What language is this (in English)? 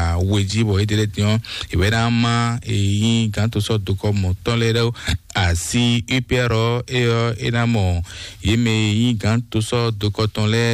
Fon